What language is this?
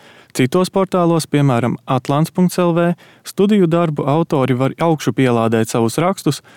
Latvian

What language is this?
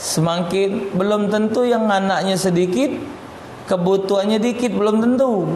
Musi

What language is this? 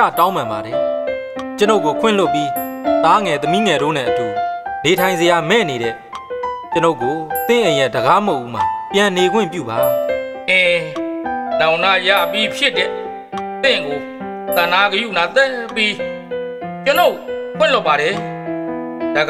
Burmese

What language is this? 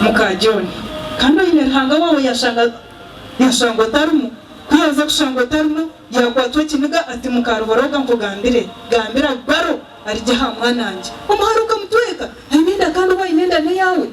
Nyankole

